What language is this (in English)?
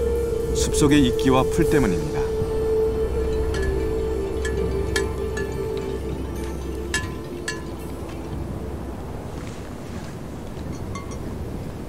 Korean